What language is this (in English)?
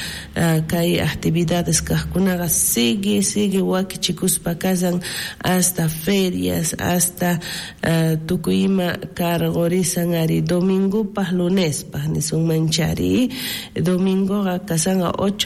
South Bolivian Quechua